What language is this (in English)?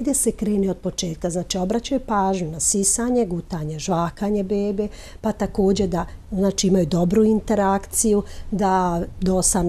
Serbian